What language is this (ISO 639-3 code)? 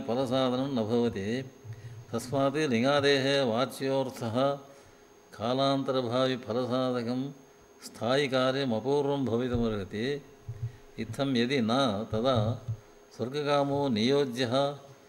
san